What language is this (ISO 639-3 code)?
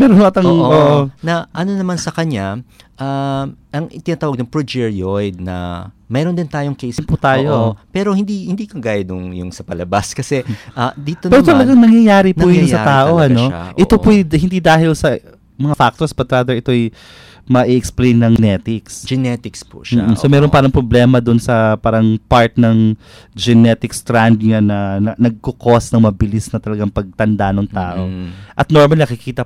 fil